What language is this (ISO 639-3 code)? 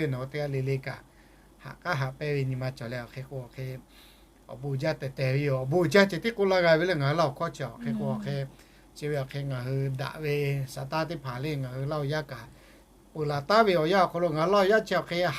lhu